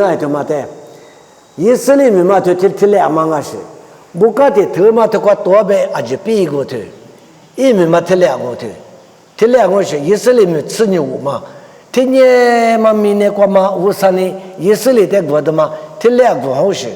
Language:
Lisu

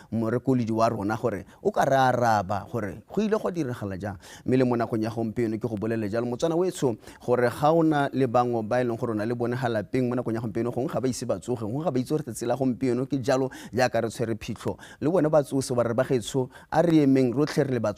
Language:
Tswana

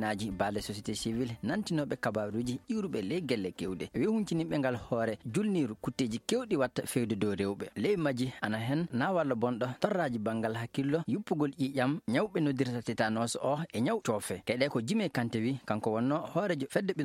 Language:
Fula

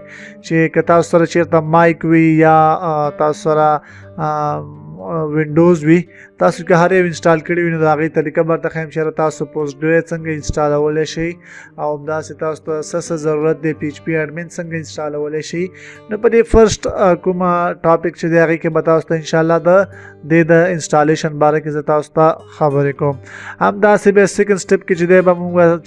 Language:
Pashto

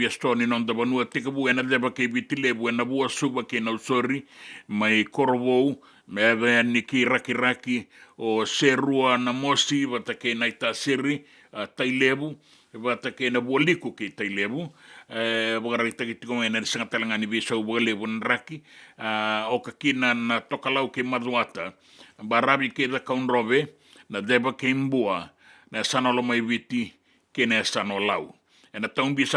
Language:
Fijian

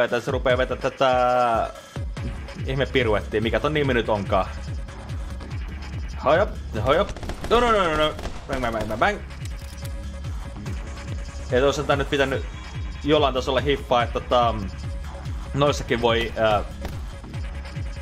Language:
Finnish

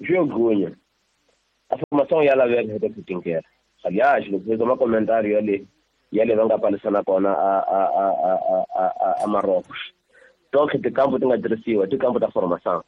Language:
Tsonga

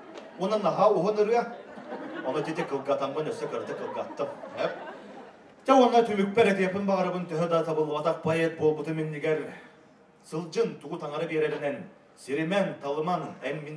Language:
Yakut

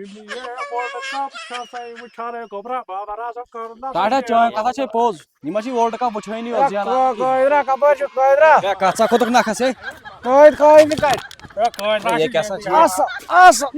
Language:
Kashmiri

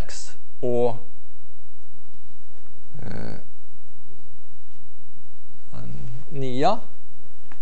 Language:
Norwegian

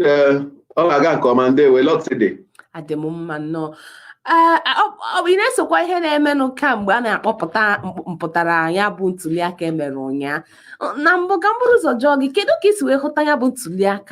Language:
Igbo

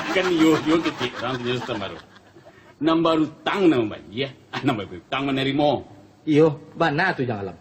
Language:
Minangkabau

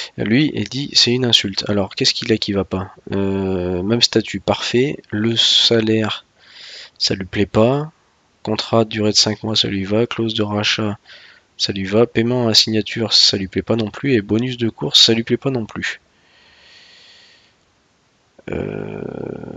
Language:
French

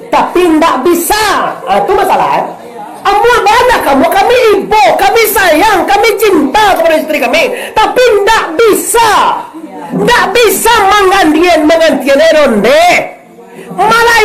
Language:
Minangkabau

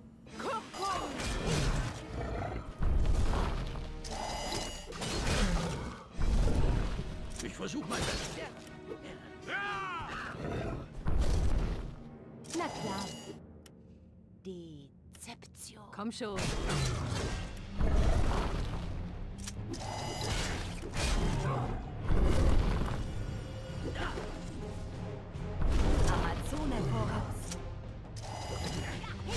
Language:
German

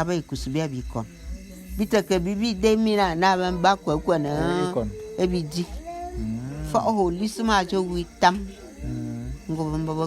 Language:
Bulu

